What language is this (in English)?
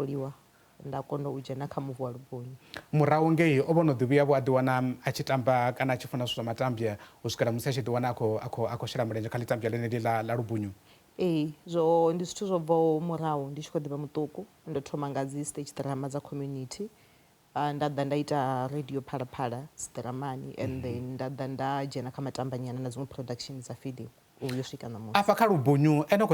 Venda